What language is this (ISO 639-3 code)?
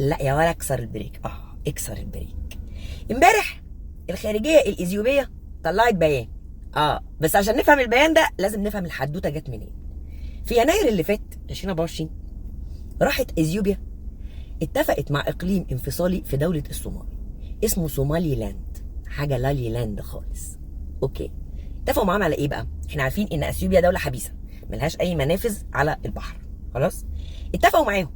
arz